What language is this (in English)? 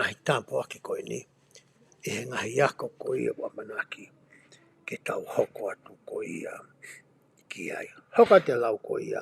Tongan